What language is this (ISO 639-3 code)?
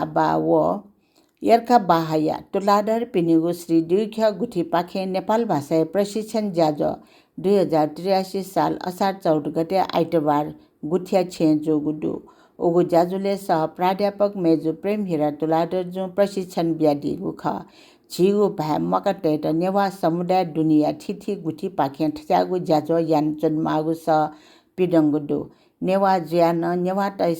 new